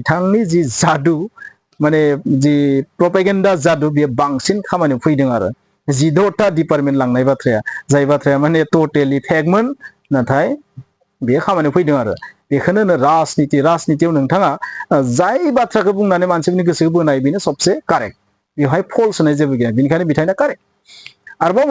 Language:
Bodo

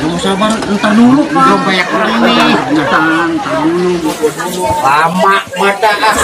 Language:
Betawi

